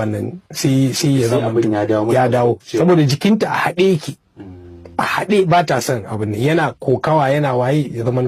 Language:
Hausa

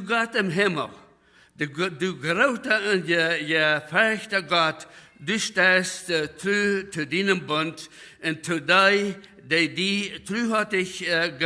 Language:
Plautdietsch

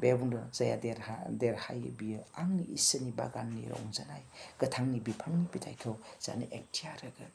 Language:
Bodo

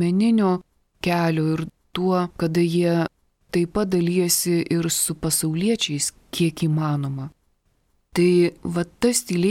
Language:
Lithuanian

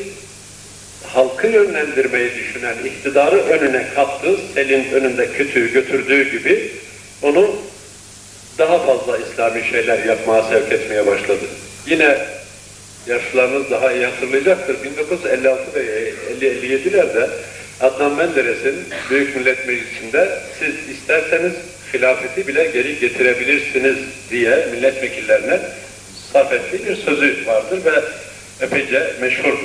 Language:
Turkish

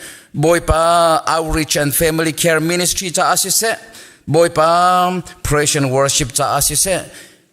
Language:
Hakha Chin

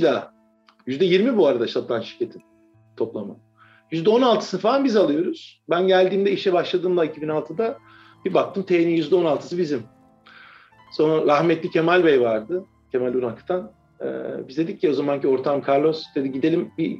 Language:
Turkish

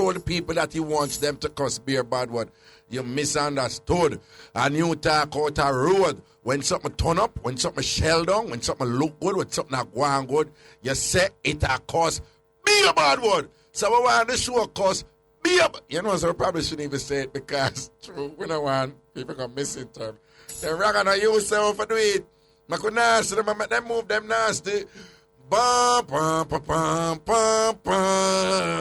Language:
Jamaican Creole English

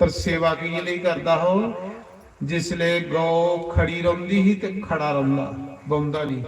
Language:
Dogri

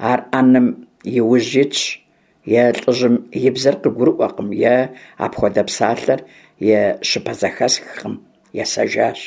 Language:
Kabardian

